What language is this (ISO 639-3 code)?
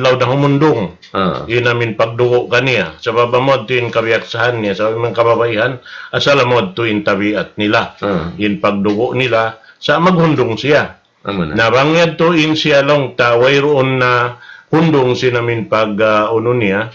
tsg